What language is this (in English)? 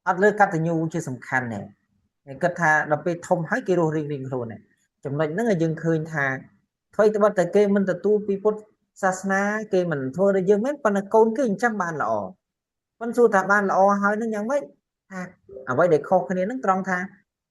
Khmer